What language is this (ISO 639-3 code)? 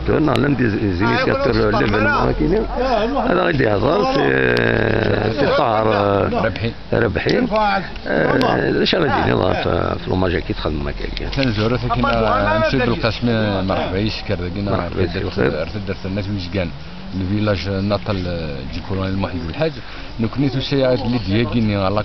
kab